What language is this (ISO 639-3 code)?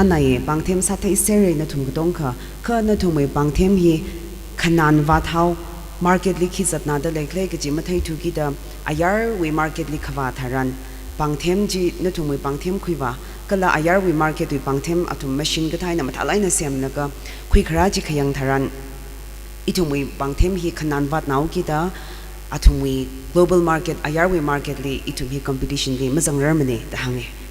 nmf